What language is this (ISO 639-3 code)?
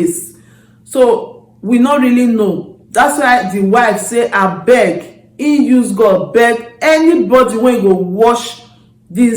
pcm